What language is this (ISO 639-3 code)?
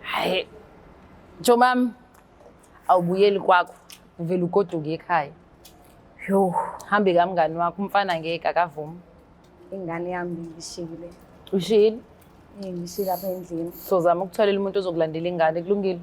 zul